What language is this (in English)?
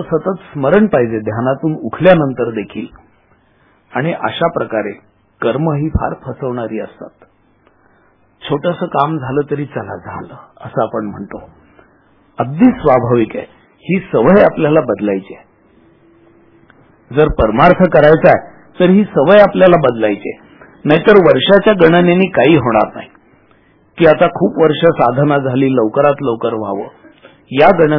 Marathi